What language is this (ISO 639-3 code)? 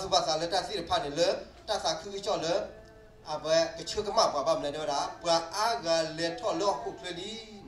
ksw